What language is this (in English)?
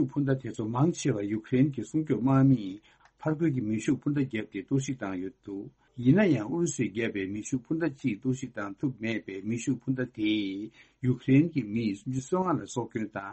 Tibetan